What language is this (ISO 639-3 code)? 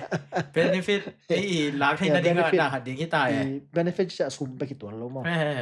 ctd